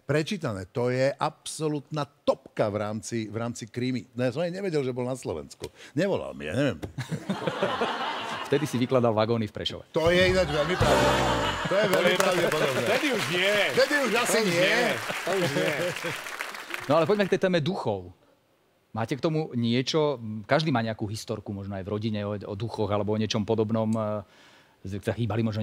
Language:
Slovak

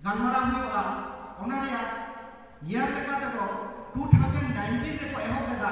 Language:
Santali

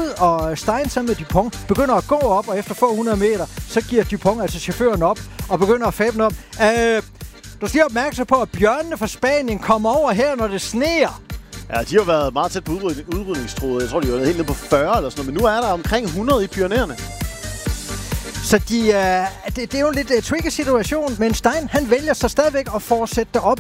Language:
Danish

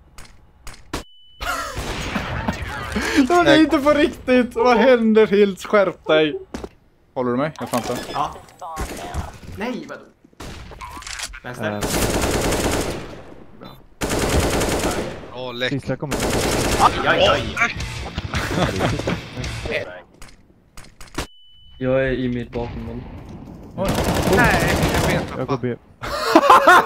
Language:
Swedish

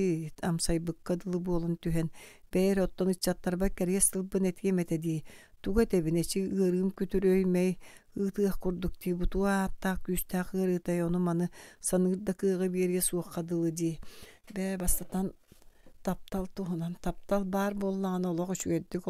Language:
Yakut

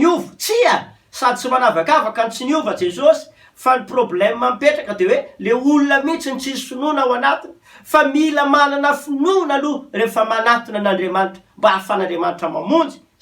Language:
Malagasy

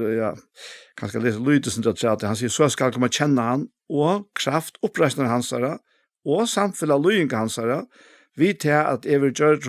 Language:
Faroese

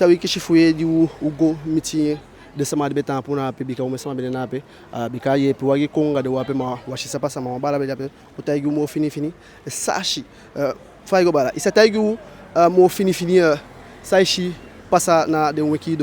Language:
Eastern Maroon Creole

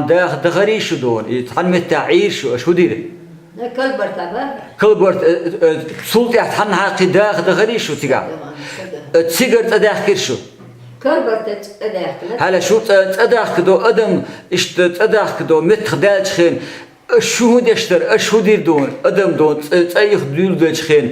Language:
Chechen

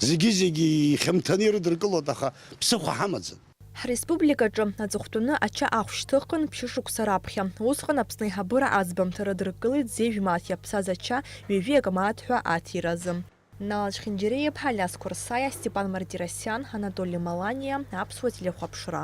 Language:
Abkhazian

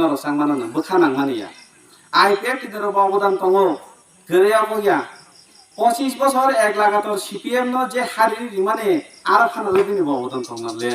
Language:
Kok Borok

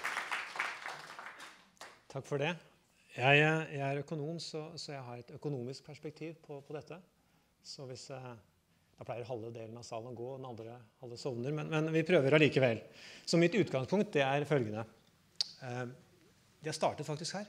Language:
Norwegian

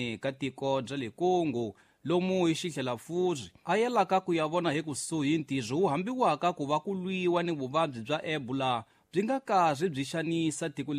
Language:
Tsonga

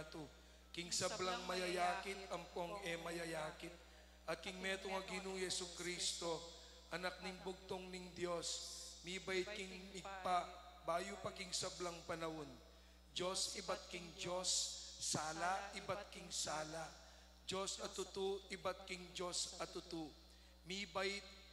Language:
Pampanga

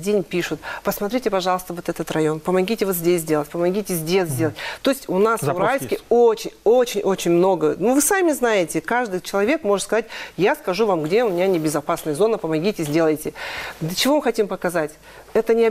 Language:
Russian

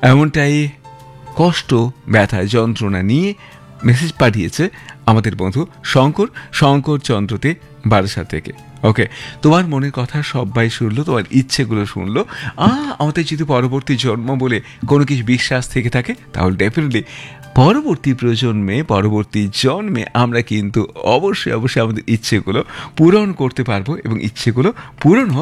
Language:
Bangla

